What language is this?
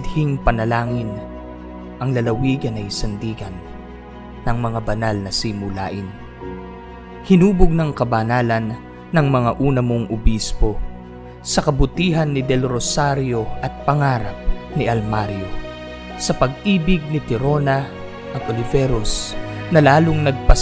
Filipino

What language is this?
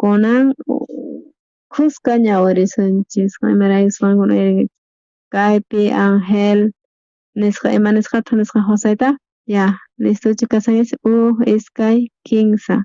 South Bolivian Quechua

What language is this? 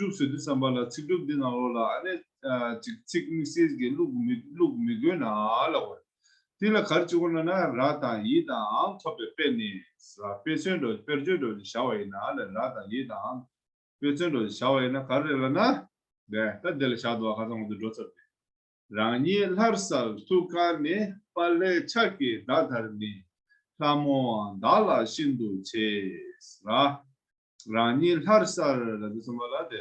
Tibetan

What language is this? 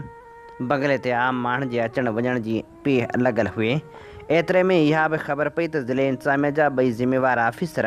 Sindhi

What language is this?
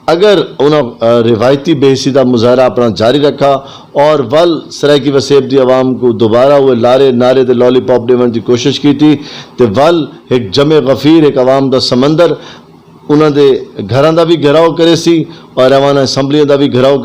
Saraiki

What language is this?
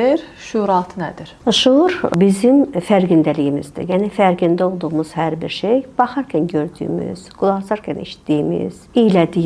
Azerbaijani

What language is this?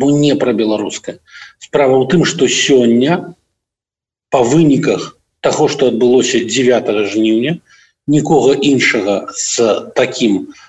Belarusian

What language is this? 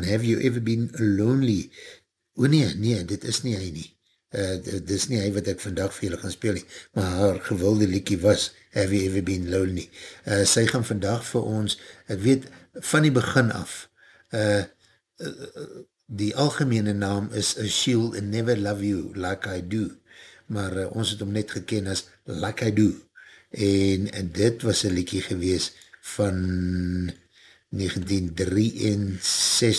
Afrikaans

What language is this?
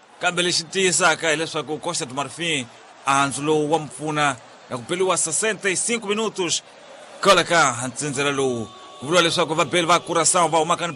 Tsonga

